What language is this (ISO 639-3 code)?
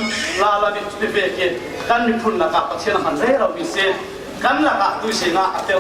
cfm